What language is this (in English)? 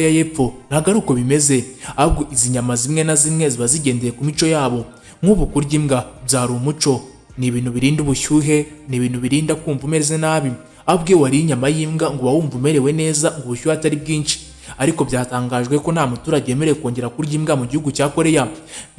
Kinyarwanda